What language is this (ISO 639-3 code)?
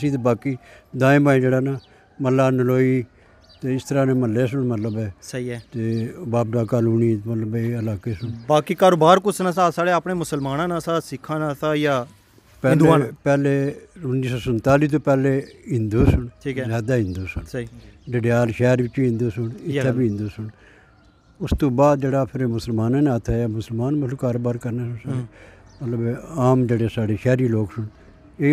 phr